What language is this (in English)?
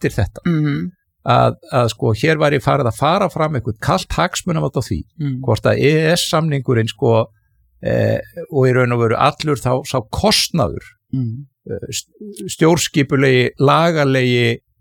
Icelandic